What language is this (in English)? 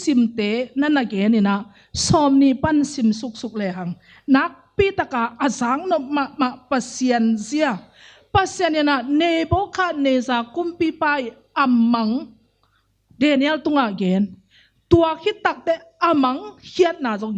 Tedim Chin